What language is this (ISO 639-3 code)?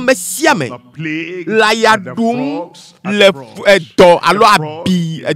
ewe